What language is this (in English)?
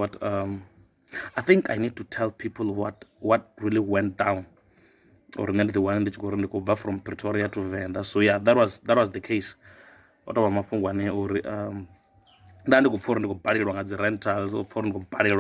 Venda